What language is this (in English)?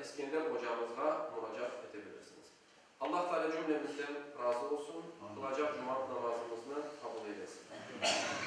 Crimean Tatar